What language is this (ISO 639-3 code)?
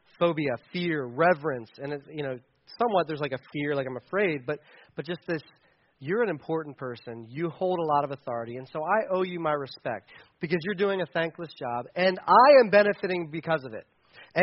eng